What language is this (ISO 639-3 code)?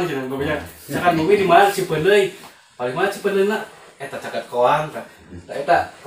sun